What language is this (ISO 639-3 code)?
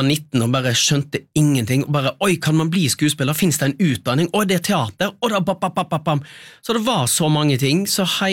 nor